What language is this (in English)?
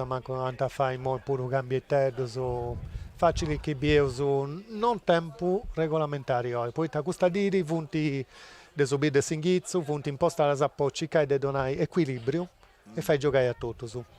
Sardinian